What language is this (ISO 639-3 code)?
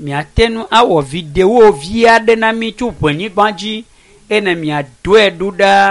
ewe